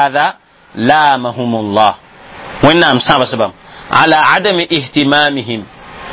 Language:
Mossi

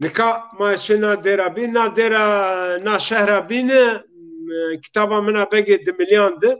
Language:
Zaza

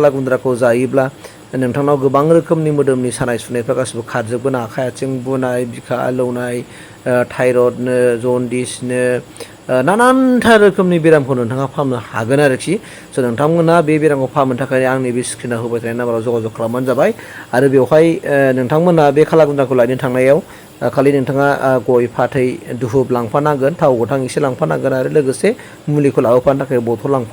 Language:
Bodo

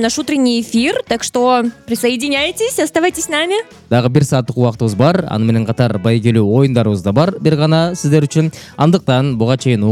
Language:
Kyrgyz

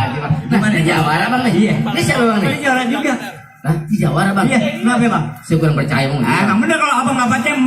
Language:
Betawi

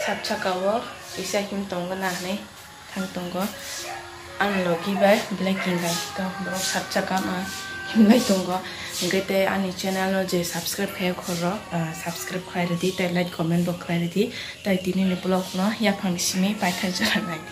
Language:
Kok Borok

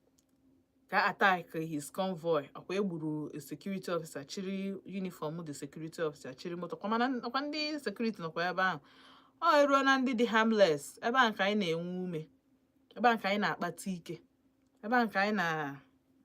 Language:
Igbo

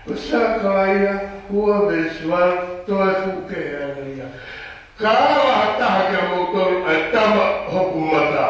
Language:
Tongan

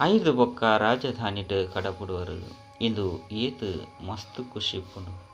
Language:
Tulu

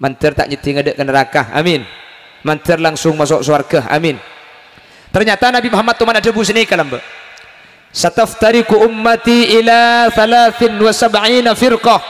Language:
Madurese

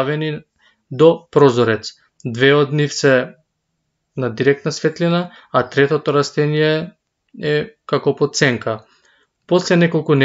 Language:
Macedonian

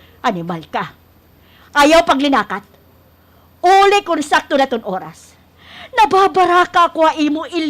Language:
Waray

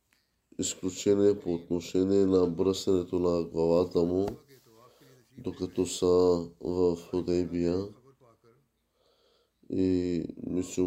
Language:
Bulgarian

